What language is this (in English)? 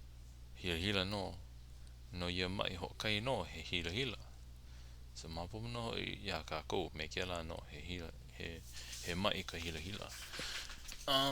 Hawaiian